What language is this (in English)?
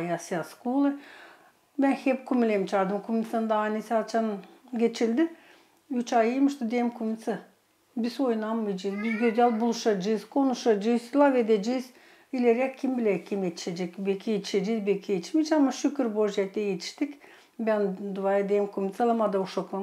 Gagauz